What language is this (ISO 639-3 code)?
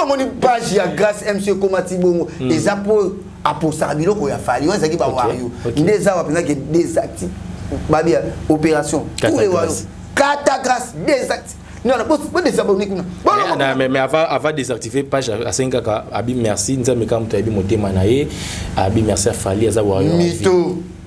lin